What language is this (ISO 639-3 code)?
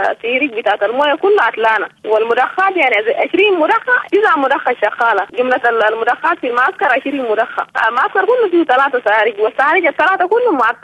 apd